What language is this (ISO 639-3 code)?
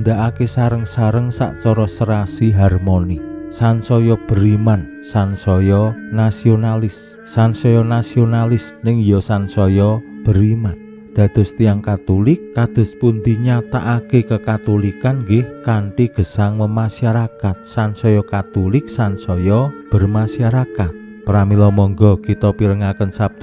jav